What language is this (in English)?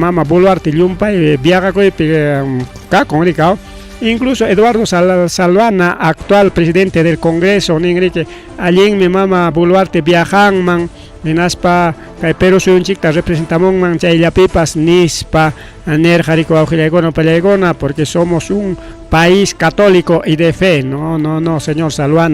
Ayacucho Quechua